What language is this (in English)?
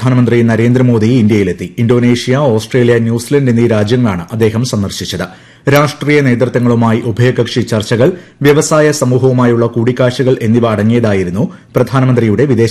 Malayalam